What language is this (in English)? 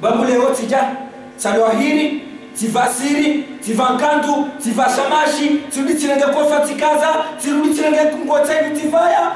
Ngazidja Comorian